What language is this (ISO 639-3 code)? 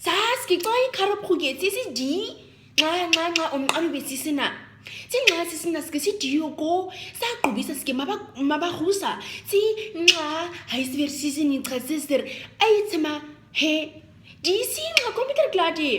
naq